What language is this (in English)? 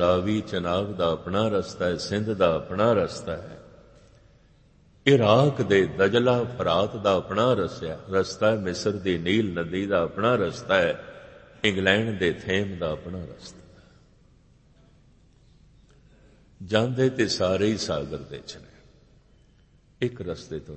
Punjabi